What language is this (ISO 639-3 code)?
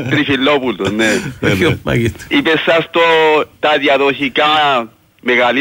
ell